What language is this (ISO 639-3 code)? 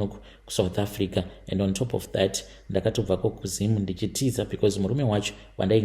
sna